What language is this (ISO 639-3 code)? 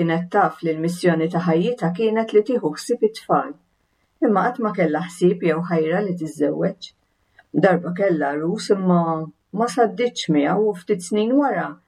mlt